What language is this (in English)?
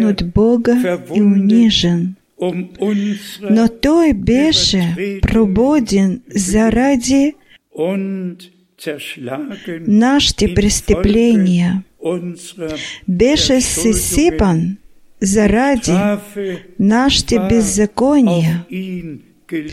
Bulgarian